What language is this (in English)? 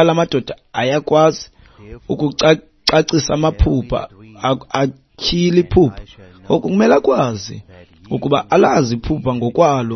Xhosa